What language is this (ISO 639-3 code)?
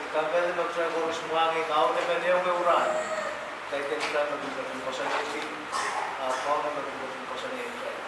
pon